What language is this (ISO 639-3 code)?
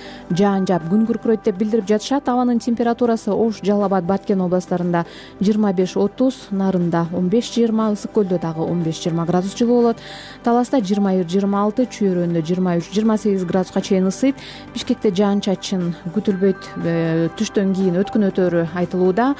kir